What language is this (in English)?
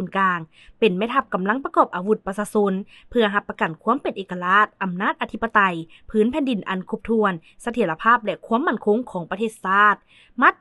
Lao